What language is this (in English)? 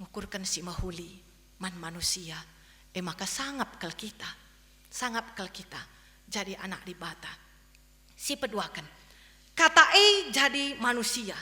Batak Karo